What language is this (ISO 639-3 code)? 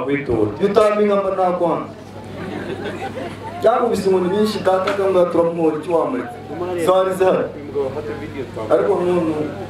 kin